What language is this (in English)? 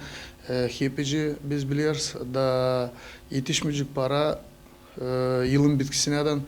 Gagauz